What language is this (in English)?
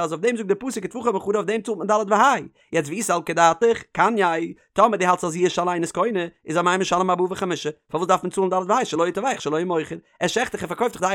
Yiddish